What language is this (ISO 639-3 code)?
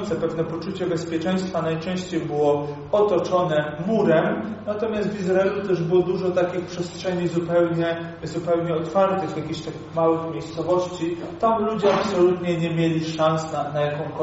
pol